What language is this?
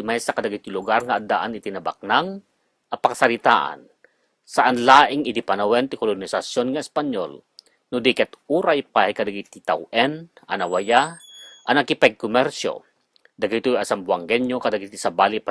Iloko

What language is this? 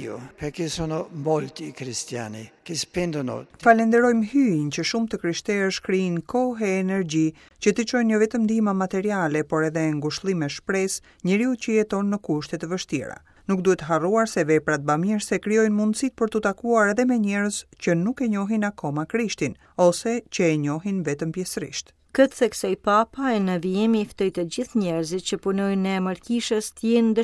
Albanian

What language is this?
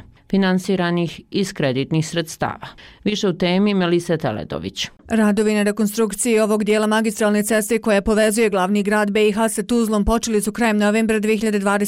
Bosnian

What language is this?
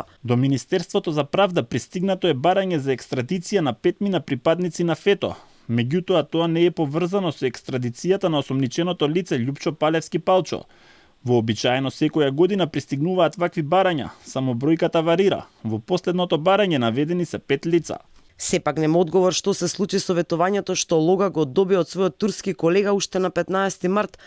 Macedonian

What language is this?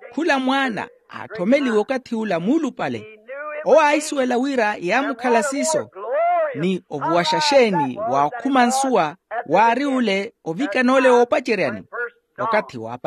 Makhuwa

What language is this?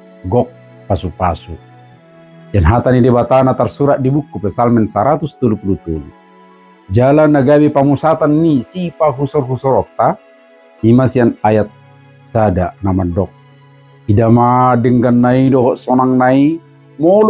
Batak Toba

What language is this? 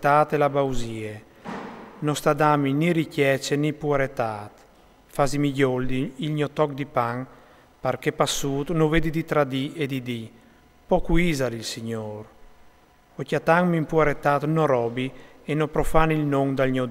Friulian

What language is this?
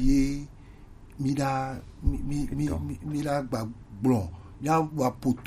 Gen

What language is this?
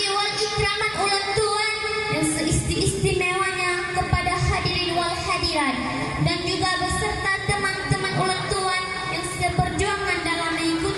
Achinese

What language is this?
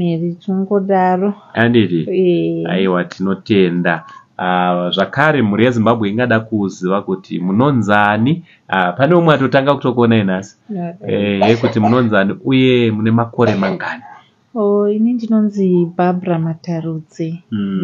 Shona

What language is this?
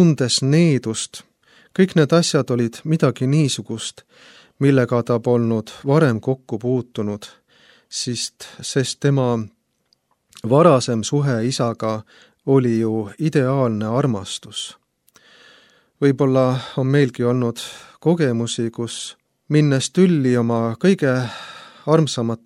Estonian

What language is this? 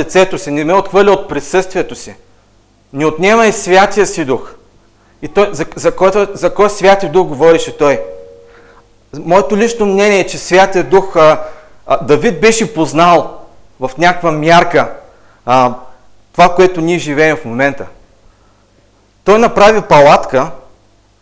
Bulgarian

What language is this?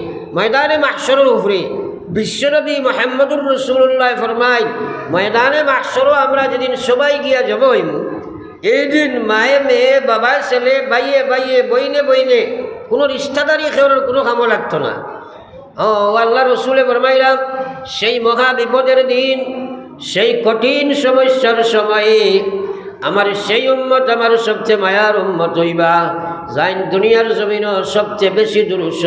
Sylheti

